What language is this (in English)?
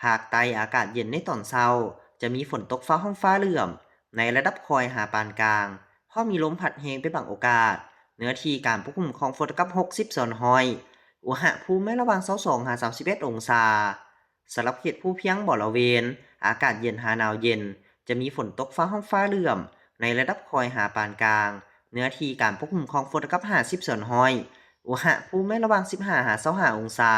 Lao